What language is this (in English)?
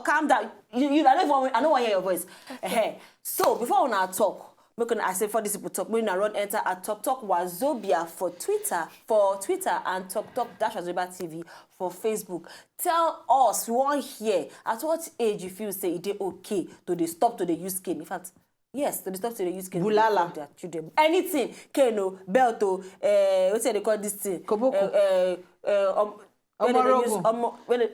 Nigerian Pidgin